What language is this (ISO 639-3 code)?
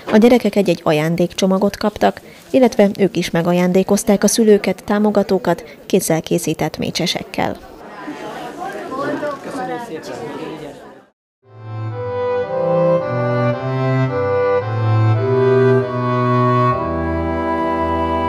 hun